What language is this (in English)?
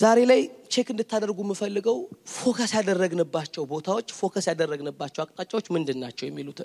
Amharic